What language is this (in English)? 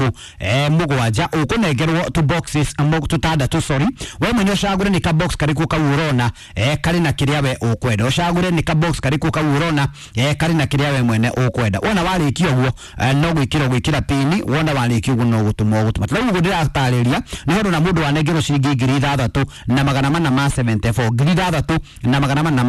Kikuyu